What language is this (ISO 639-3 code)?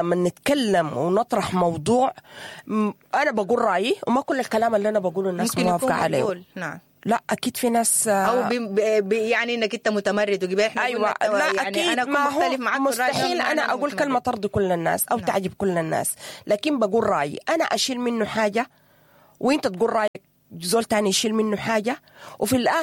apd